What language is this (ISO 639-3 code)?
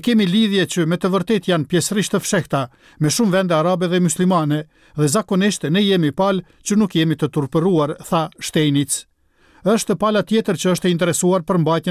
sqi